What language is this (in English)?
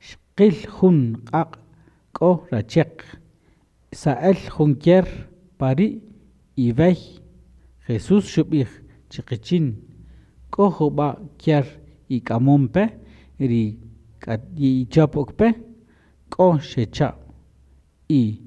Kaqchikel